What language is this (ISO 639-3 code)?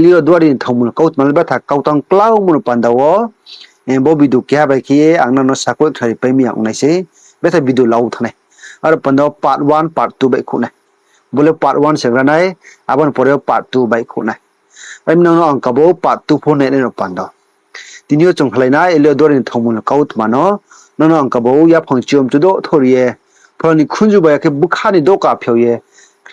ria